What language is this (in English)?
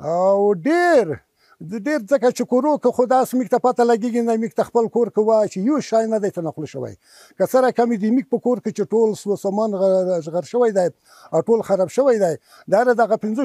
Pashto